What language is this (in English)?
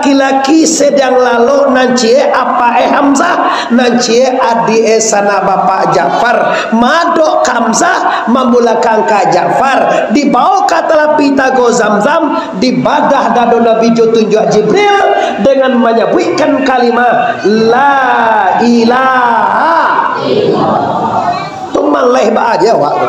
Minangkabau